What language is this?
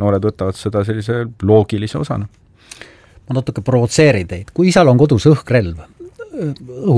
Estonian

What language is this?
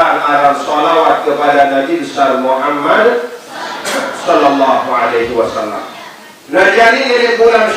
Sasak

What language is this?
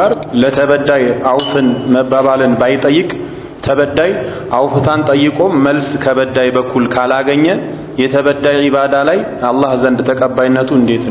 Amharic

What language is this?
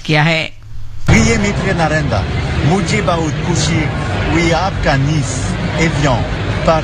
Hindi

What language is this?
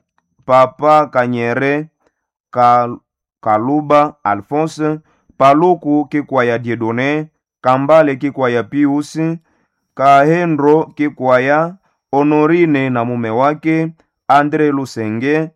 Swahili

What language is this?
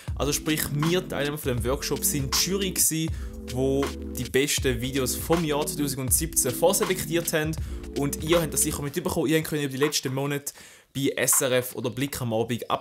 Swiss German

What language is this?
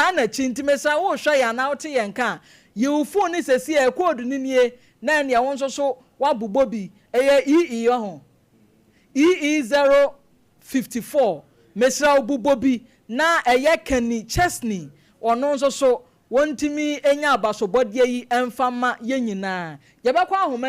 Akan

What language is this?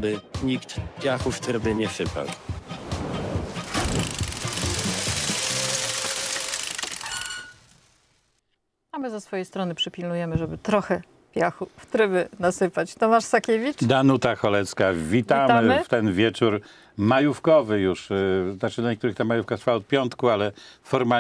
Polish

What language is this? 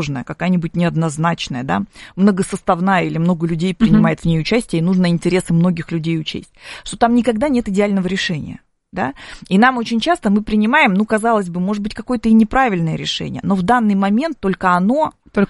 Russian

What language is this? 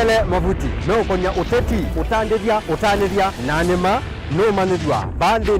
Kamba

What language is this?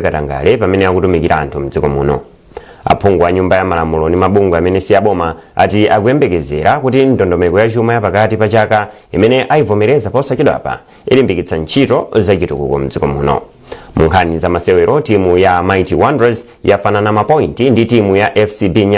Nyanja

